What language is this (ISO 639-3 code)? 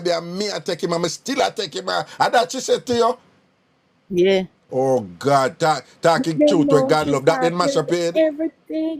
jam